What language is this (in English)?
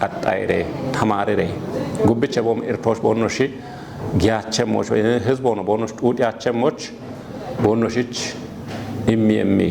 Kafa